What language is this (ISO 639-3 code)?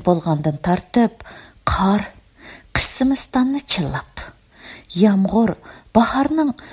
uig